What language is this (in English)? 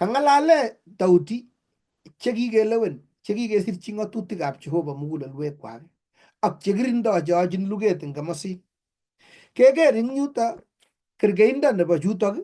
Kalenjin